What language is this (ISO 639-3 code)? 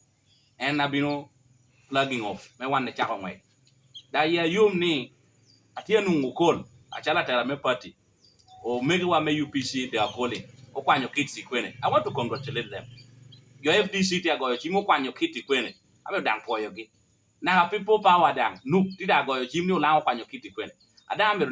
laj